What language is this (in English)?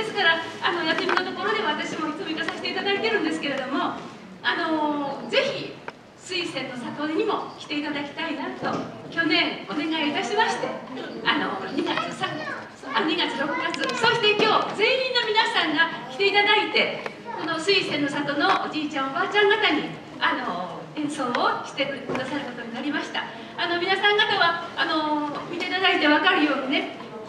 Japanese